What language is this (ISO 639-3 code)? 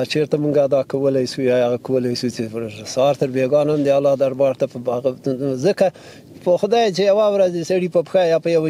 pus